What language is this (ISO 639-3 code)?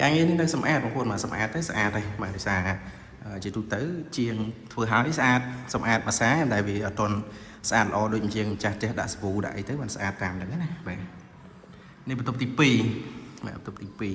khm